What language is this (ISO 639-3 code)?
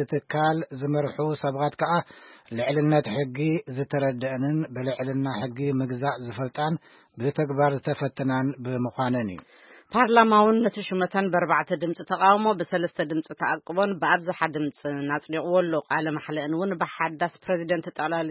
tir